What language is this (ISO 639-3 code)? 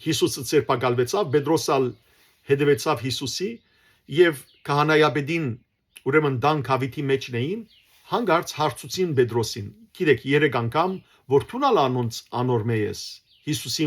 hyw